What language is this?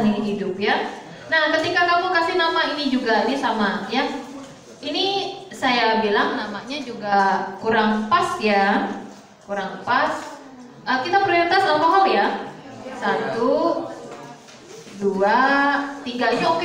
Indonesian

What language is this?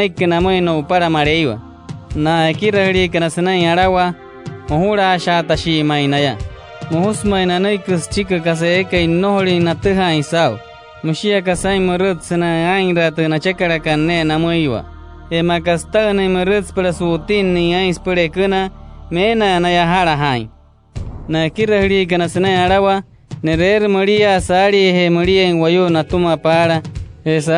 Wayuu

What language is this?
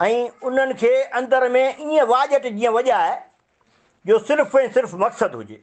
Sindhi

